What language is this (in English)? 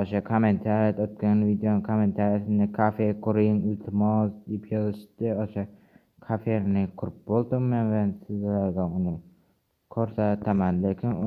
Uzbek